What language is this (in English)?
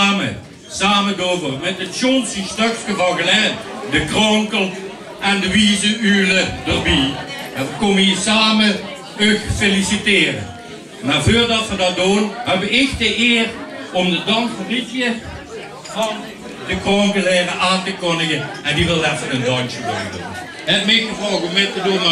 Limburgish